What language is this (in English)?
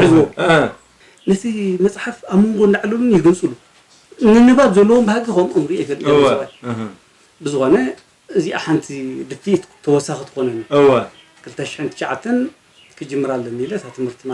Tigrinya